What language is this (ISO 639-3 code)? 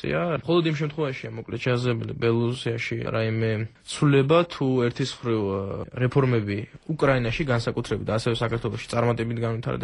kat